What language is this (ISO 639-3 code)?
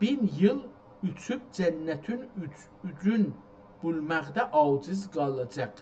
azb